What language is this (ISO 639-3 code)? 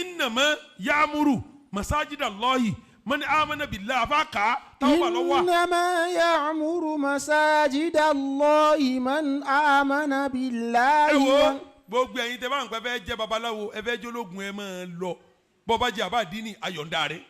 yor